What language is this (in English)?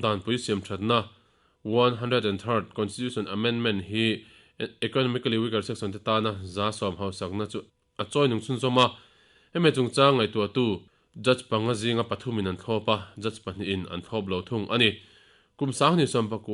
Mizo